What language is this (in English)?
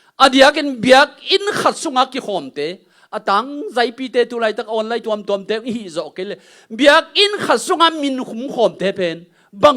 Tedim Chin